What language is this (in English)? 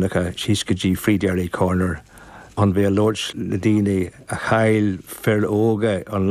Irish